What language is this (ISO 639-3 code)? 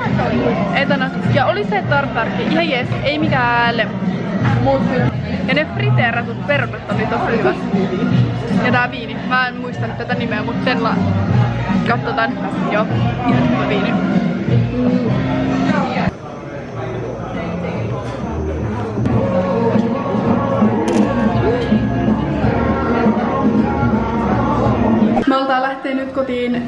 fin